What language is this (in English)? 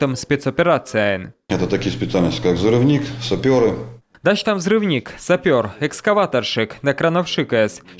Komi